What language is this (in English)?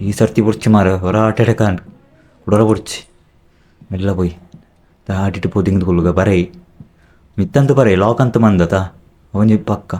Tulu